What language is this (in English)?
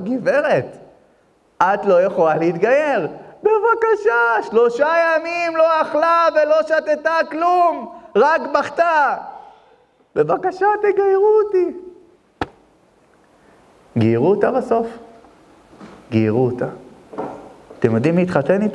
Hebrew